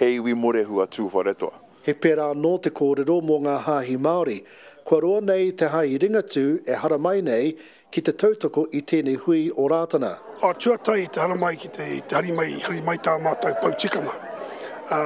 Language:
Māori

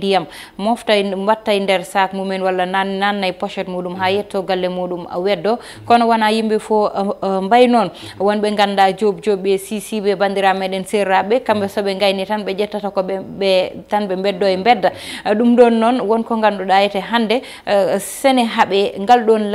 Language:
Fula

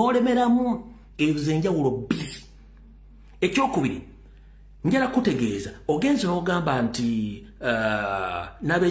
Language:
Ganda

